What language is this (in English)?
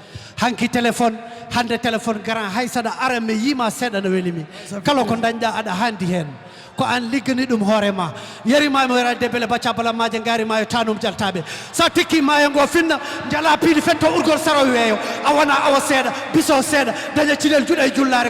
Fula